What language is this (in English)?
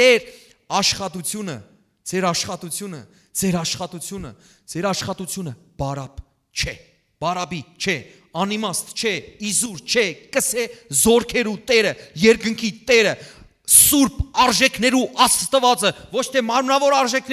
Western Armenian